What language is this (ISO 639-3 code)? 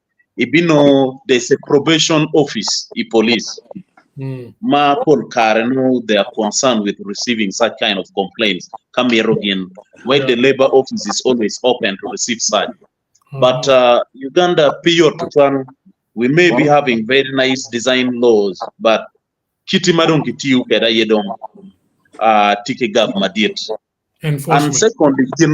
ach